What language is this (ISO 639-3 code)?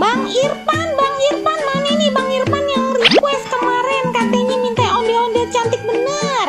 bew